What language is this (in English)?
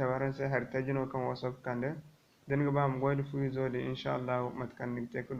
Zarma